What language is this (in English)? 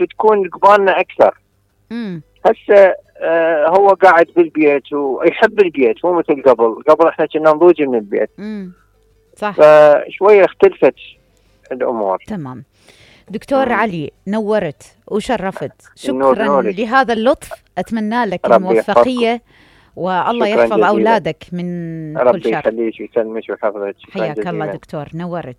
Mesopotamian Arabic